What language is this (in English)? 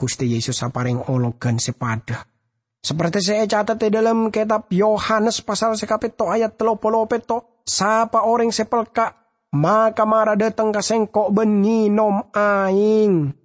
Madurese